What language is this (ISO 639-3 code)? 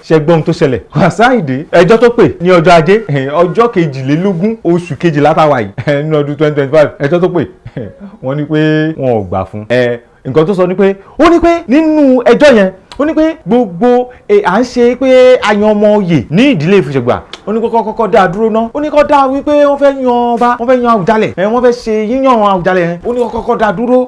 yor